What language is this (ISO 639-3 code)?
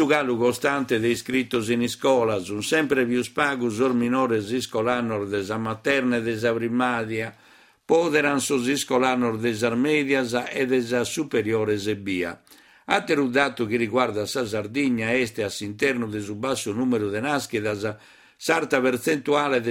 srd